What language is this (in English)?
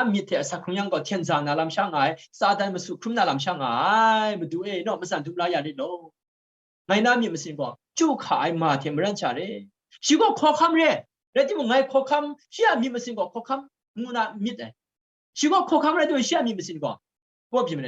Kachin